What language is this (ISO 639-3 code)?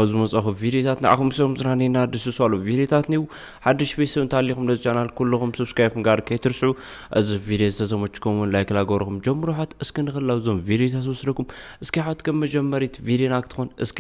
tir